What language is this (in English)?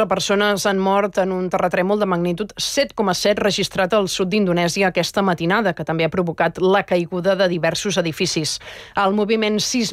Catalan